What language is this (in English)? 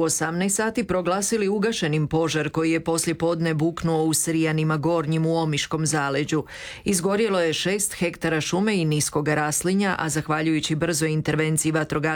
Croatian